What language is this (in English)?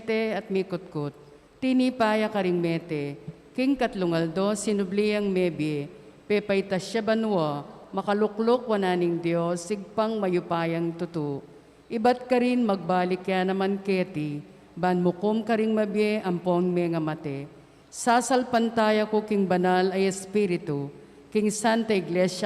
Pampanga